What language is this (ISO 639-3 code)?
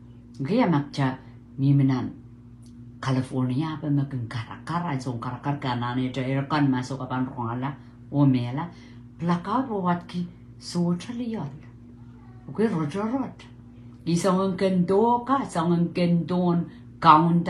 pon